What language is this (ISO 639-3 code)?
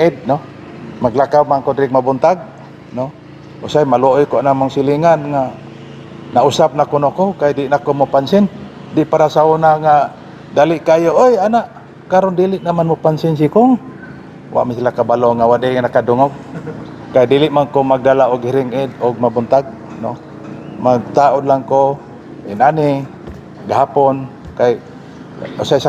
ceb